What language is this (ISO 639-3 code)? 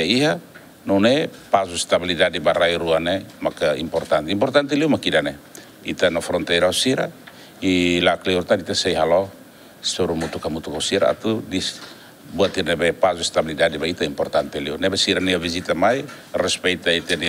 tet